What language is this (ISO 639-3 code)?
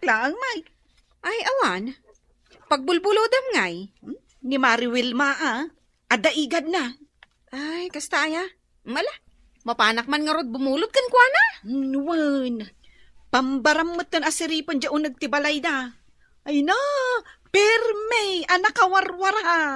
ilo